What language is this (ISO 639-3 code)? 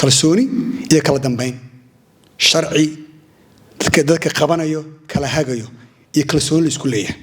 som